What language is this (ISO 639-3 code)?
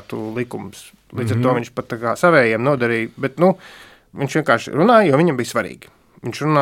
lav